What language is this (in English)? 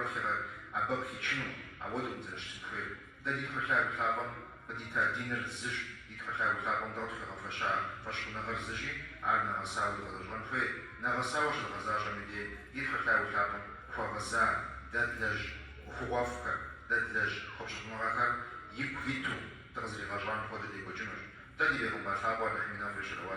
Kabardian